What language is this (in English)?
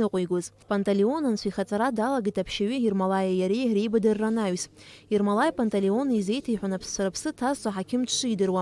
Abkhazian